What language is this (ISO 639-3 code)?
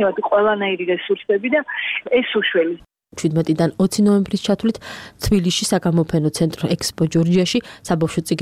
kat